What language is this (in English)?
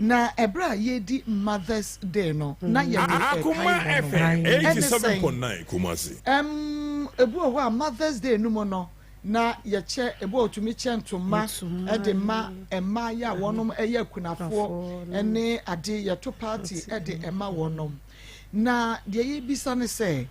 Akan